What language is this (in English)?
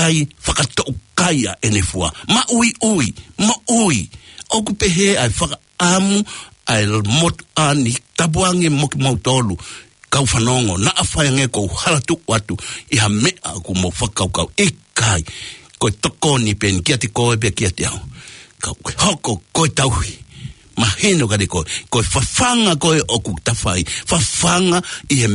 Tongan